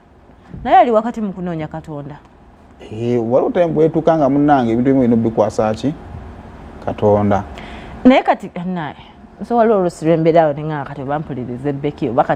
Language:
Ganda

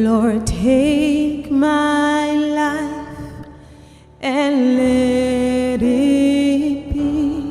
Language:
Nigerian Pidgin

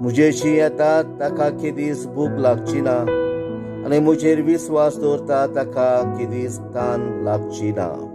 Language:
Konkani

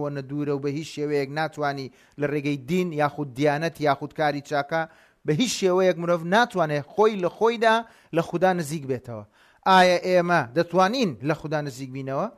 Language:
Central Kurdish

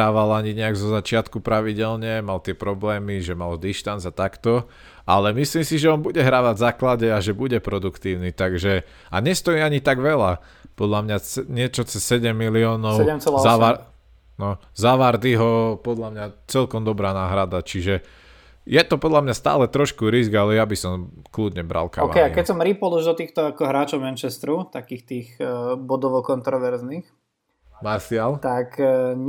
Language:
Slovak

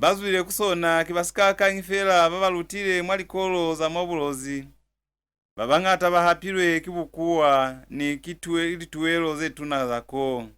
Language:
Lozi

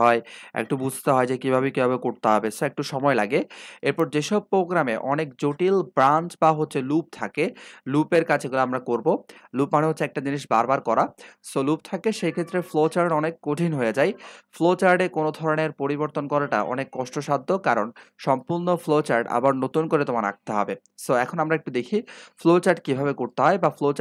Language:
Bangla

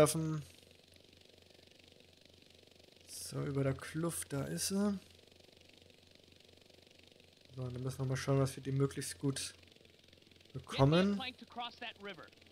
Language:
German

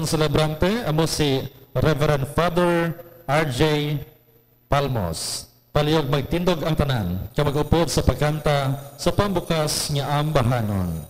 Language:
Hiligaynon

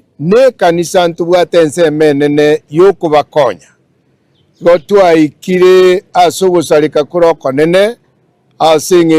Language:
Gusii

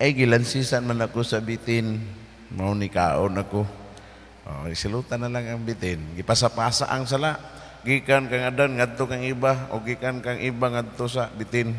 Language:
Cebuano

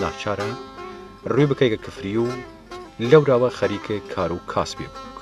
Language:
Southern Kurdish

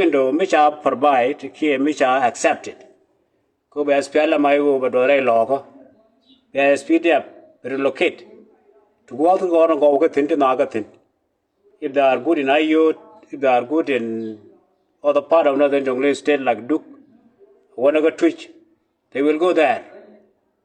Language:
Nuer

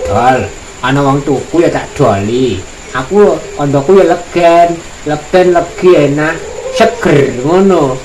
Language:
Javanese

